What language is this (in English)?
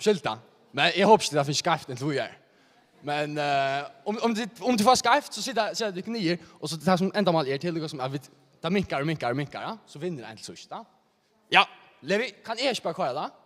Faroese